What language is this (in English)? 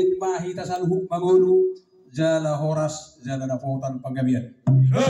Batak Toba